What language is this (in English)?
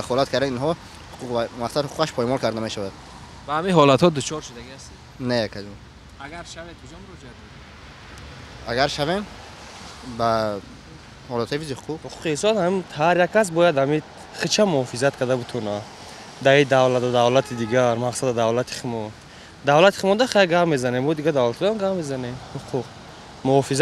Tajik